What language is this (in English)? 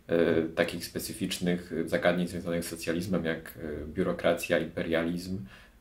Polish